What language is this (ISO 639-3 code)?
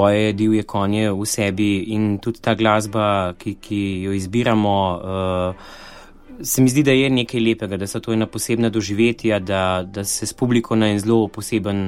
slv